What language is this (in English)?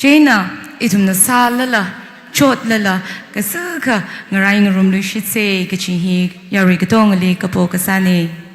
Tangkhul Naga (India)